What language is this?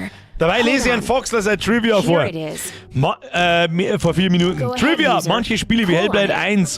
Bavarian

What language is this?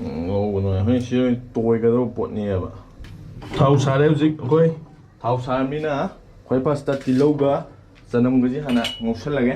Manipuri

